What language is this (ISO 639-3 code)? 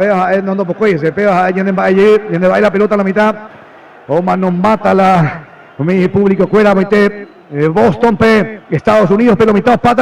grn